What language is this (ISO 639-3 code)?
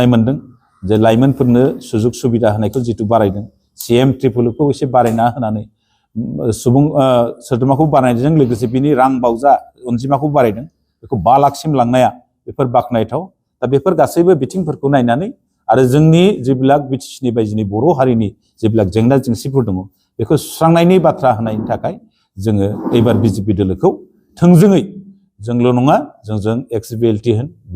brx